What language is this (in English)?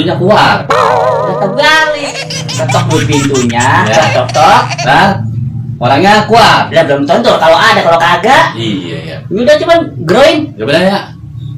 Betawi